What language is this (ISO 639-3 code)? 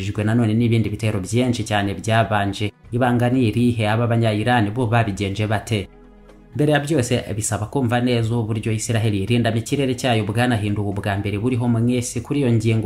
kin